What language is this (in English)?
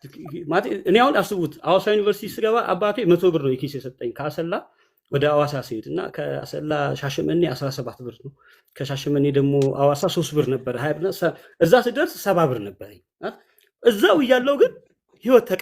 Amharic